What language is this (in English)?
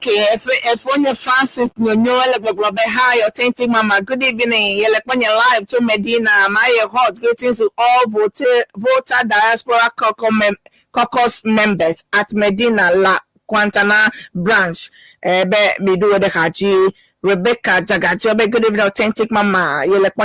Ewe